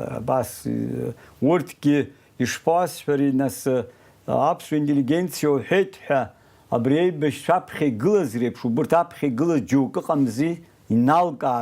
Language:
Abkhazian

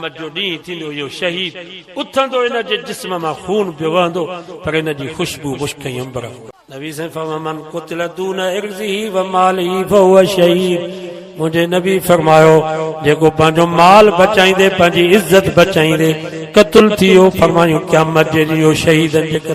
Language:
Sindhi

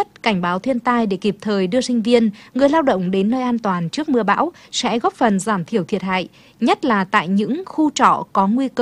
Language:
Vietnamese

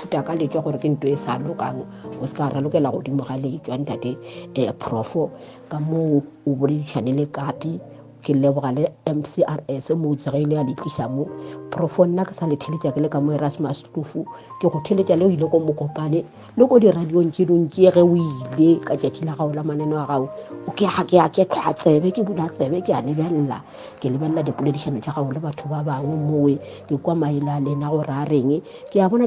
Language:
Northern Sotho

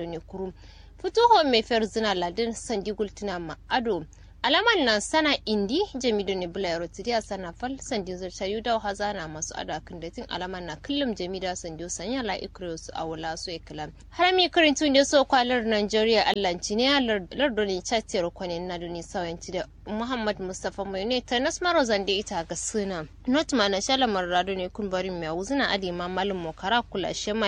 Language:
Kanuri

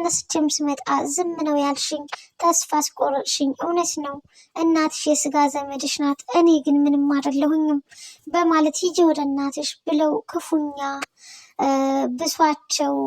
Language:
Amharic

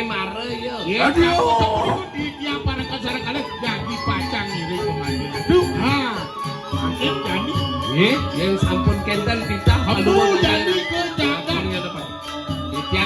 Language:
Balinese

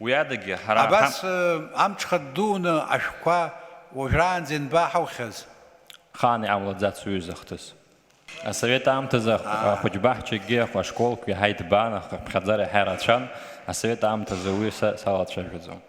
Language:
Abkhazian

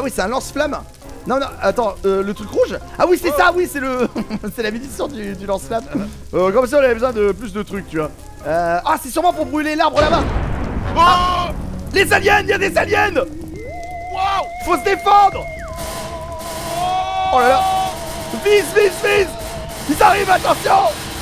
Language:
French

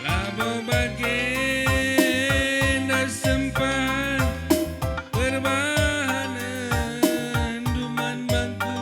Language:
Batak Karo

